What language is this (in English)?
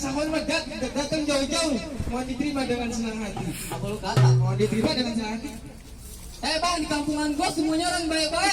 Betawi